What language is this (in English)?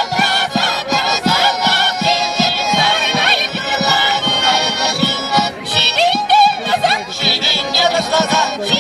Chuvash